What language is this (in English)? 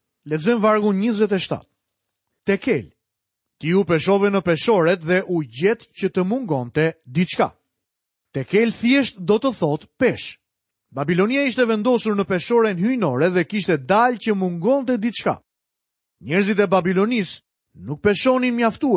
Albanian